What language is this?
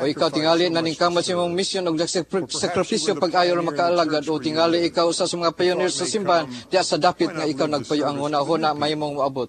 Cebuano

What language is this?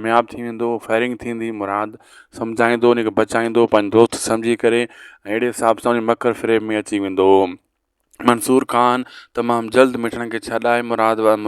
Sindhi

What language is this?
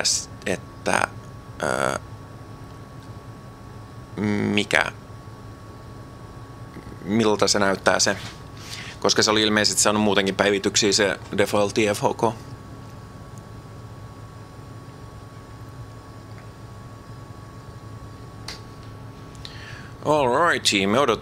Finnish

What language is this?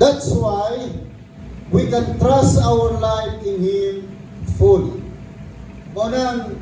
Cebuano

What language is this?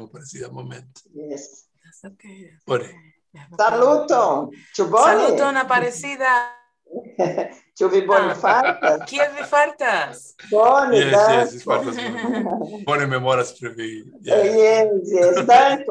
Esperanto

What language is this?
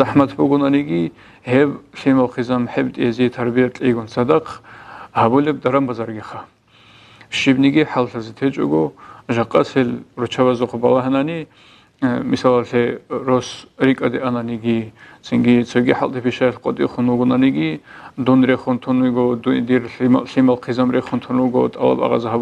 Avaric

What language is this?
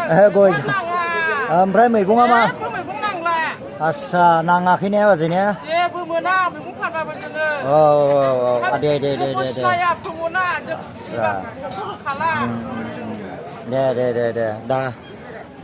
Bodo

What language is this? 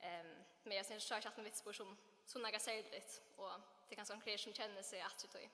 Faroese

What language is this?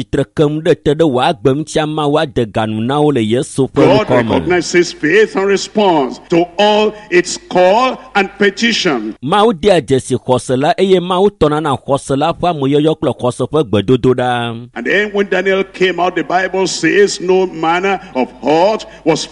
Ewe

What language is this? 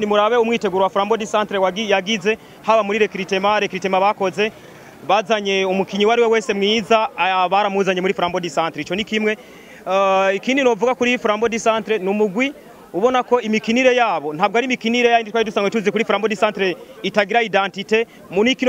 Rundi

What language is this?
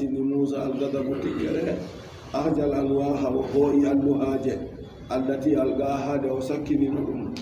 Adamawa Fulfulde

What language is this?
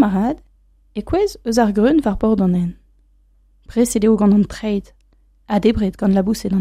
Breton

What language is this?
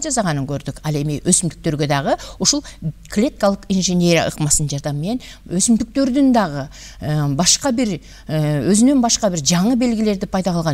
Kyrgyz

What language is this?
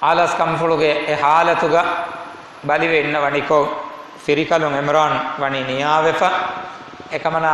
Divehi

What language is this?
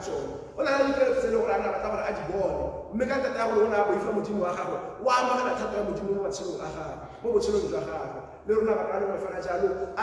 Tswana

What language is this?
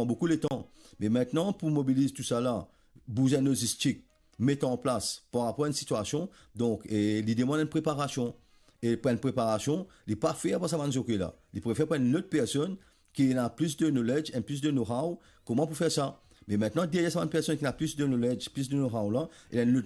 Morisyen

